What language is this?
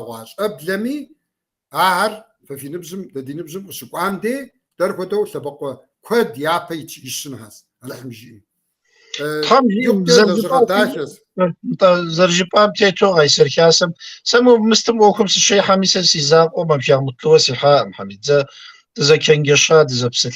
Kabardian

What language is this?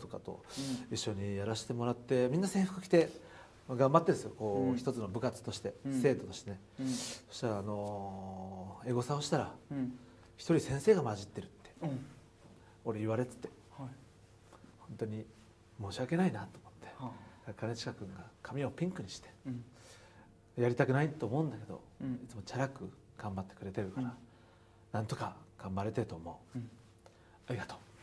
Japanese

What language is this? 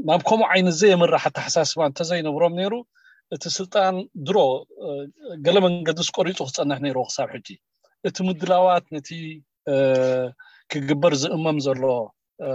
Tigrinya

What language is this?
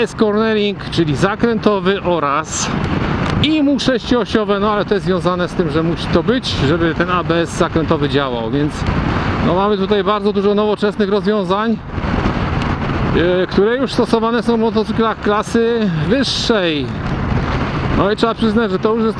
Polish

